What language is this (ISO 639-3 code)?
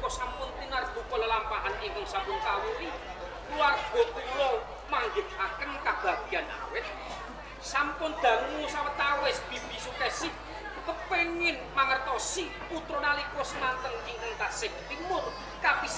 jav